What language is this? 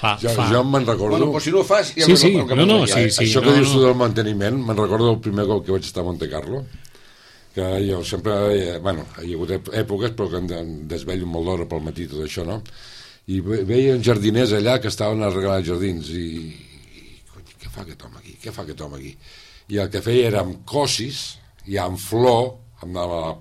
Catalan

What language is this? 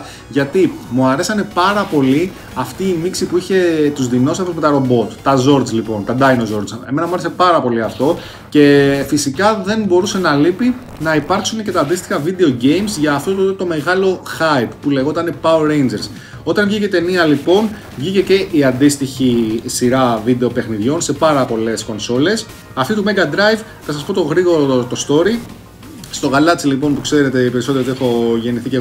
Greek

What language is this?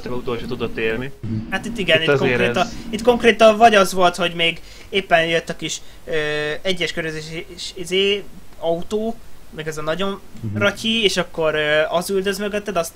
Hungarian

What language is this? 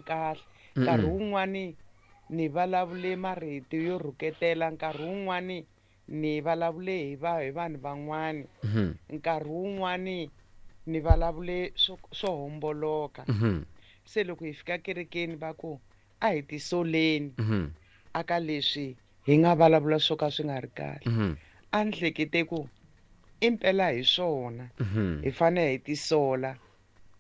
Tsonga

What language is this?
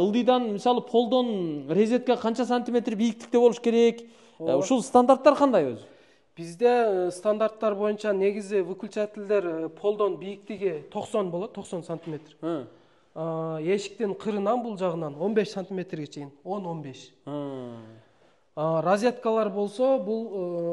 Kyrgyz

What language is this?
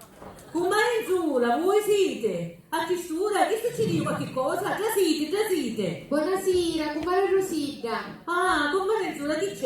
Sicilian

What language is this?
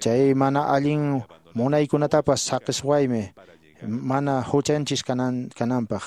Quechua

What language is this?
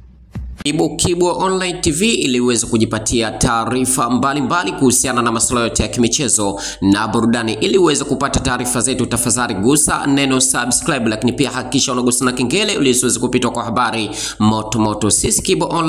Swahili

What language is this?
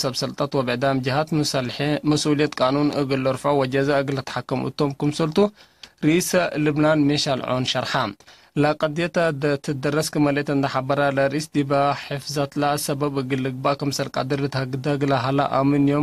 Tigre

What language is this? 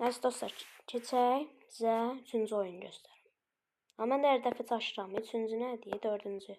Azerbaijani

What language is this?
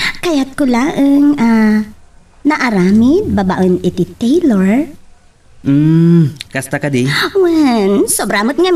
Iloko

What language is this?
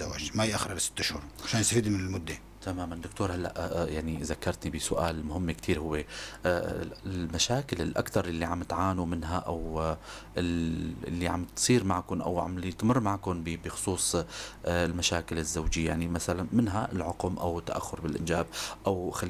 North Levantine Arabic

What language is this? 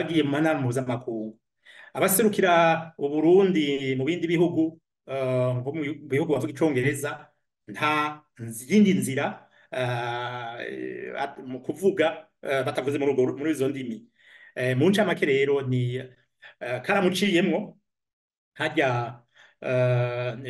Rundi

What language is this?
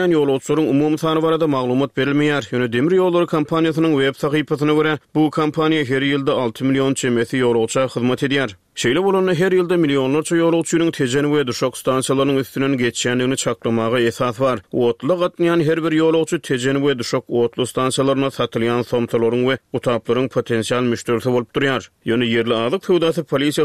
Turkmen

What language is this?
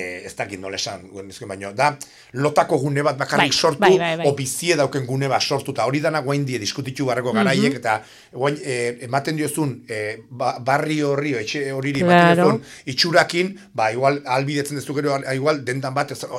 Basque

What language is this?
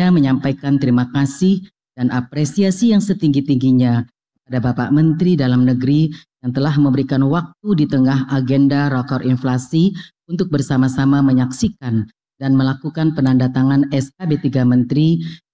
Indonesian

